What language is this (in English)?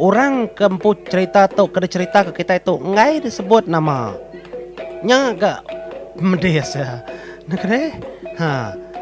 Iban